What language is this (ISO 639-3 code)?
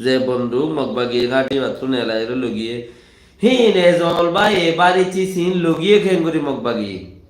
rhg